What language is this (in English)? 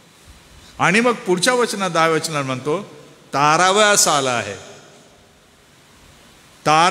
Marathi